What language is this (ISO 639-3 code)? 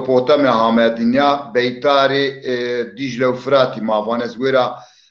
zza